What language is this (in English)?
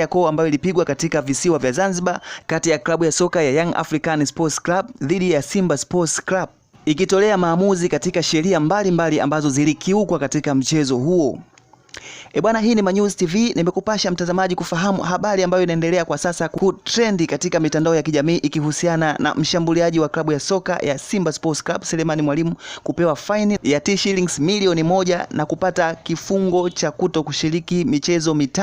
Swahili